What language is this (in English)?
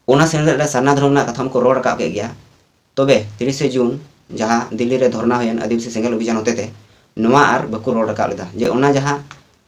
Santali